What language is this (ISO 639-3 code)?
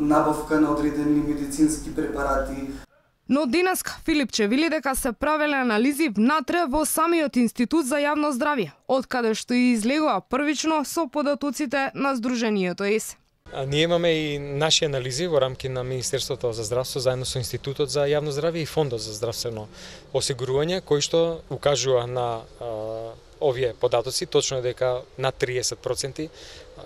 mkd